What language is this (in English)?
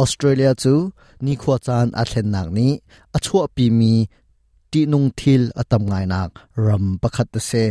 Hakha Chin